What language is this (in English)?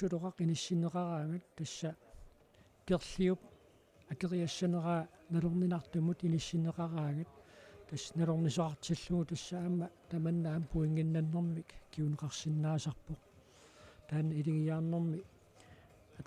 Kalaallisut